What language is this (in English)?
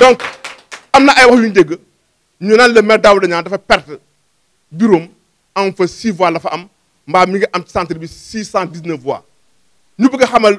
Wolof